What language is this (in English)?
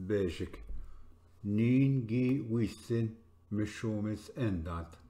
Ojibwa